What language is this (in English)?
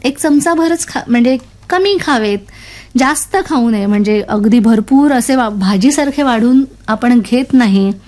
Marathi